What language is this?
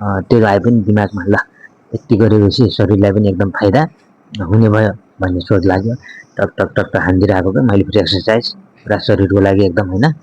Nepali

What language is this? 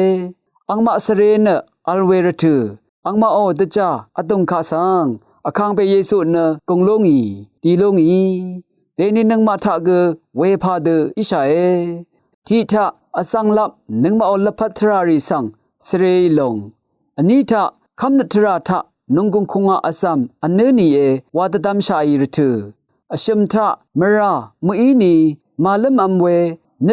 Rawang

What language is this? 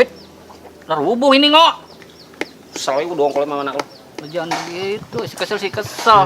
Betawi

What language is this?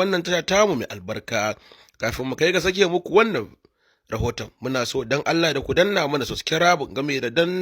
Hausa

